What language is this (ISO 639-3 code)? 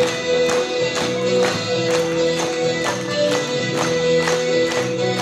est